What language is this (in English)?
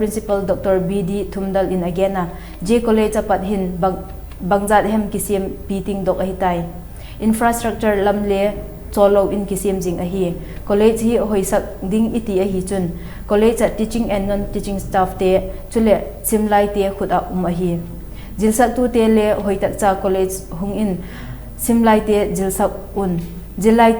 Vaiphei